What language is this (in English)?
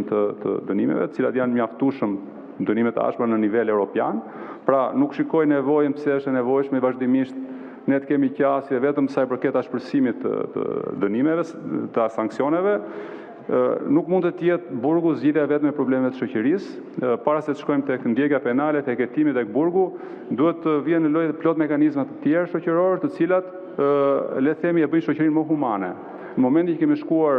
Albanian